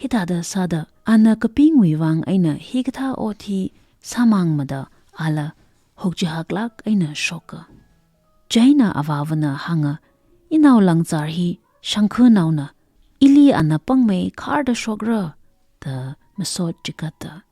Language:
Tangkhul Naga (India)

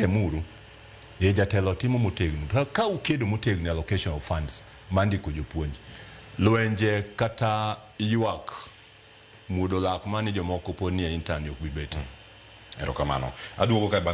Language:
Luo (Kenya and Tanzania)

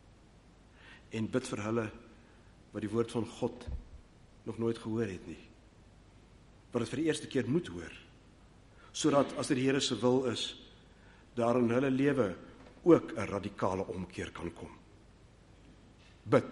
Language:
Afrikaans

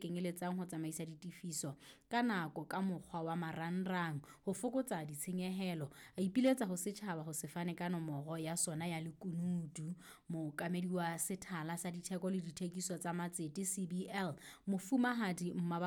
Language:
Southern Sotho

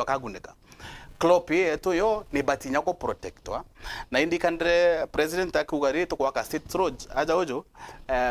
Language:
Meru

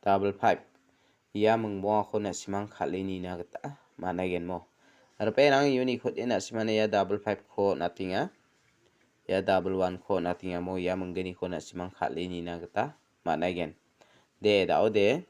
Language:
Garo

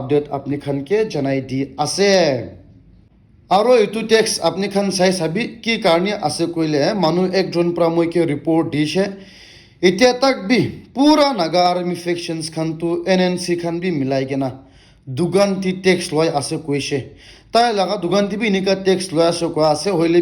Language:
Naga Pidgin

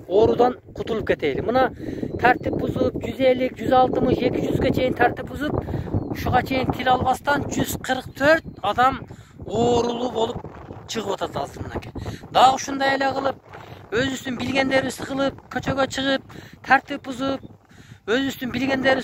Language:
Kyrgyz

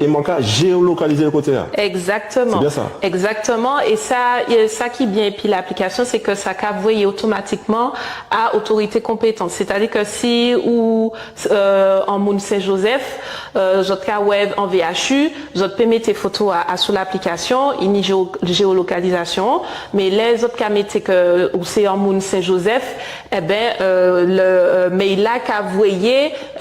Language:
Guadeloupean Creole French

